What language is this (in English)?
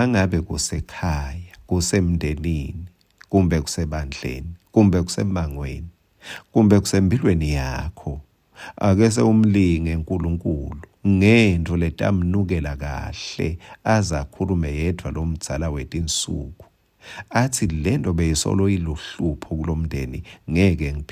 Swati